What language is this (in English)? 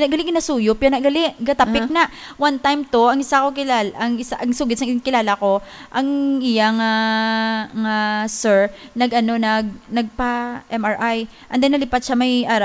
Hiligaynon